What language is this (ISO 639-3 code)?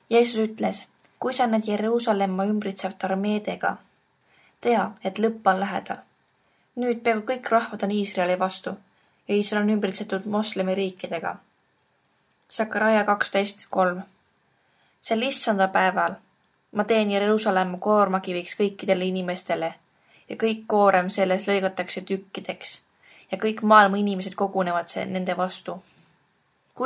est